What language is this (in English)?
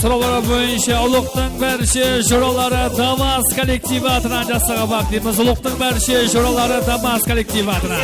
Kara-Kalpak